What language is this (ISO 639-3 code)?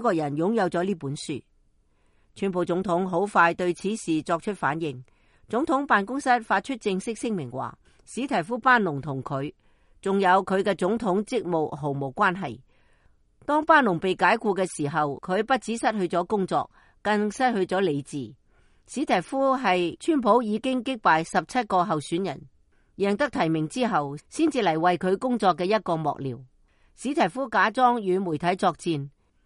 yue